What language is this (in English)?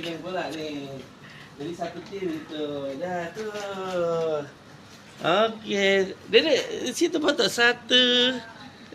Betawi